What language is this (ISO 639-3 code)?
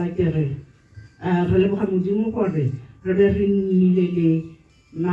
tsn